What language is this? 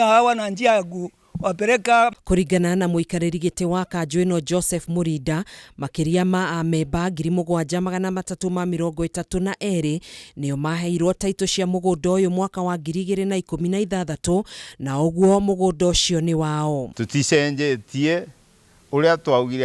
Kikuyu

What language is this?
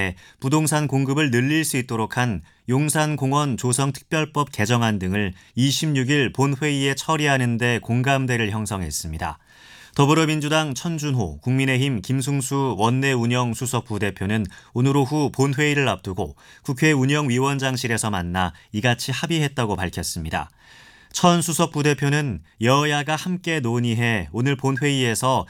Korean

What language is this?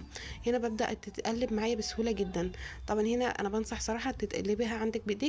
Egyptian Arabic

